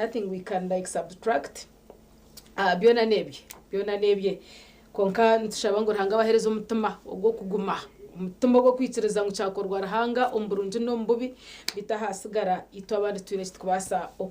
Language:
Nyankole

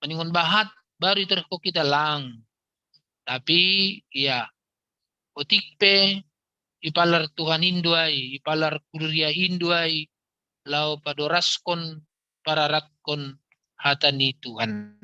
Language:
Batak Simalungun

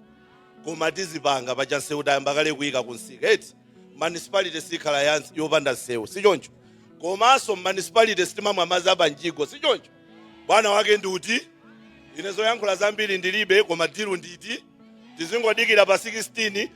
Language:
Nyanja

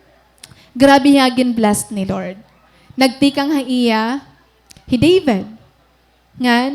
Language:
Waray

